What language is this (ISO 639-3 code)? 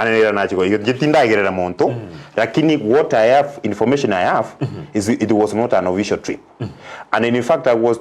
guz